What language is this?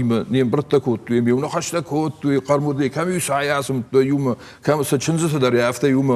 Ossetic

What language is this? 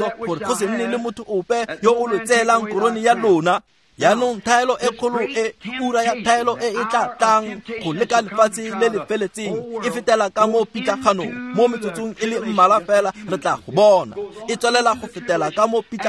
Tswana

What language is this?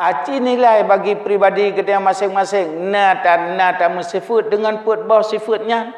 Achinese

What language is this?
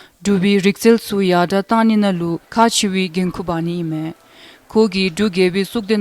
Dzongkha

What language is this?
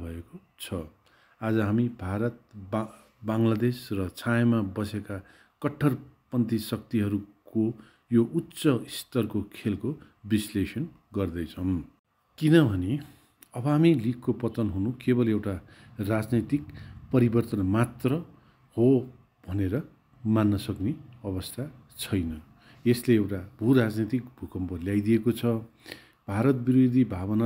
Nepali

